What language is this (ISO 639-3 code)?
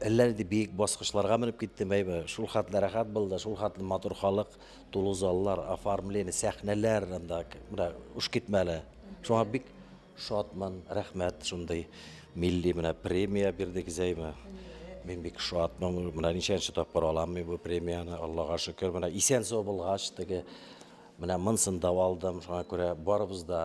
tat